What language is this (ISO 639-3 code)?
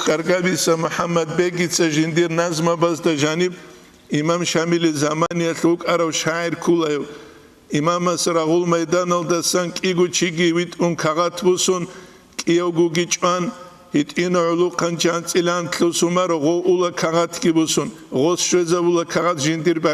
ava